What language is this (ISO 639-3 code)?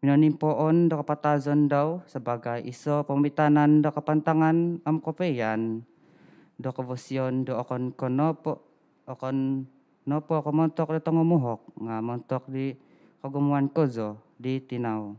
dtp